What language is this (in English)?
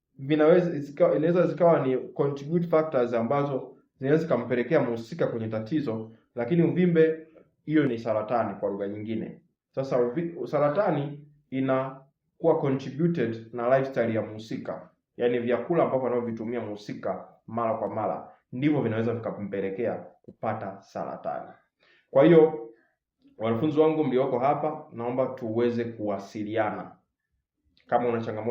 Swahili